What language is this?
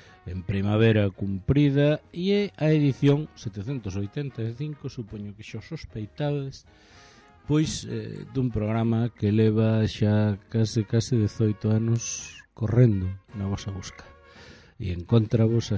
Galician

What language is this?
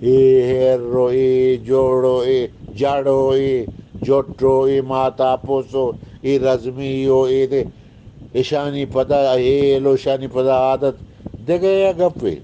Eastern Balochi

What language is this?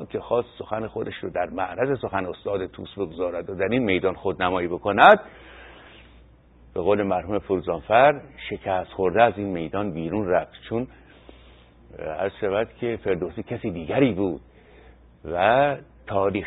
Persian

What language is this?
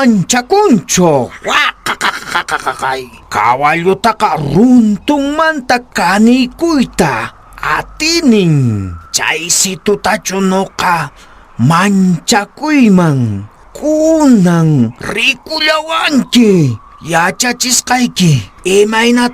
Quechua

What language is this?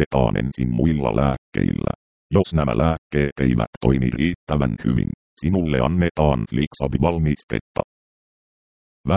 Finnish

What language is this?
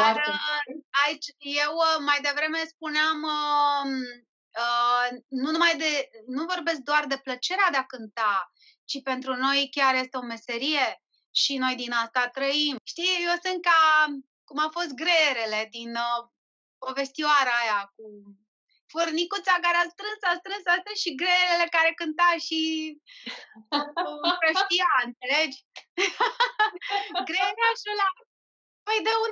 Romanian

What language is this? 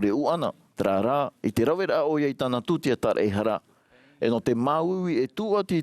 Tahitian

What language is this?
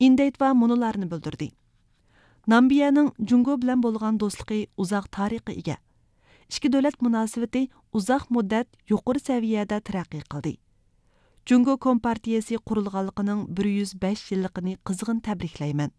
Uyghur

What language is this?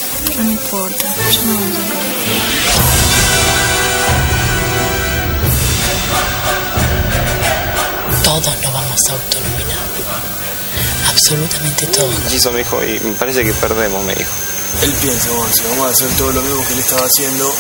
Spanish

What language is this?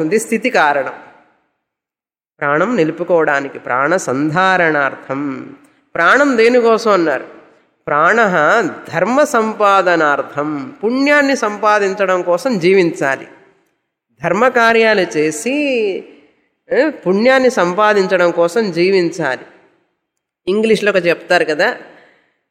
Telugu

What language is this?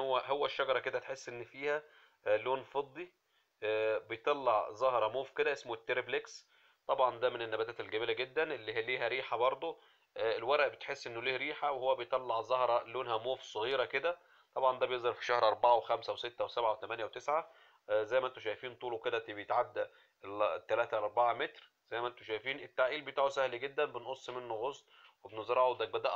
Egyptian Arabic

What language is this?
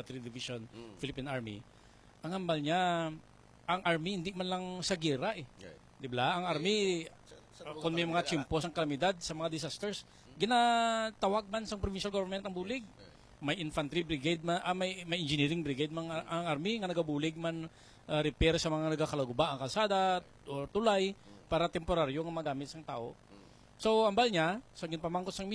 Hiligaynon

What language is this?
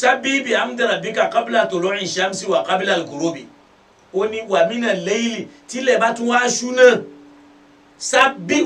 Yoruba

